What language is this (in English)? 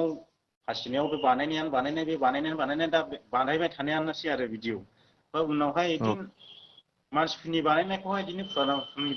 Bodo